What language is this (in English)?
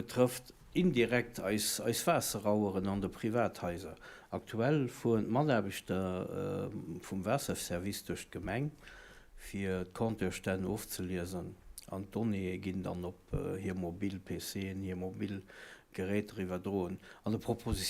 Luxembourgish